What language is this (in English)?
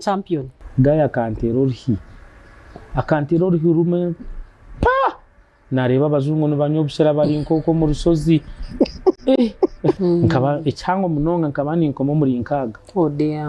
Nyankole